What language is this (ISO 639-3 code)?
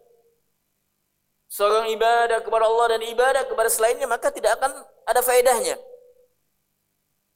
ind